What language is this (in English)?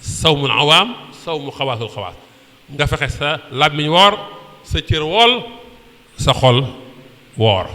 Wolof